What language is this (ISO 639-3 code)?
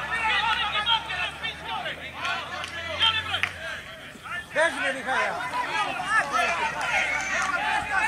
srp